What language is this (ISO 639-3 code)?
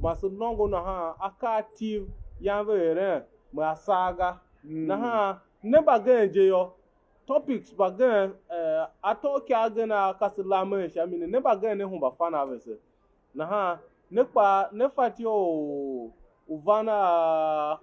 tiv